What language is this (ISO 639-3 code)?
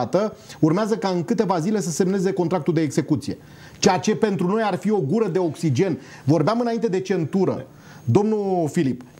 ron